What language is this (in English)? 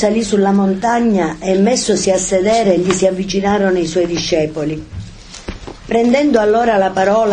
Italian